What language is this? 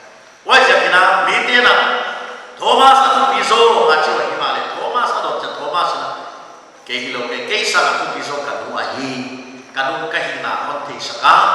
Paite Chin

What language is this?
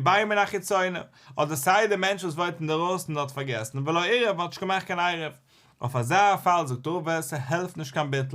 Yiddish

